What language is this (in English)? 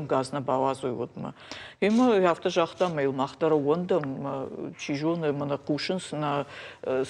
Ossetic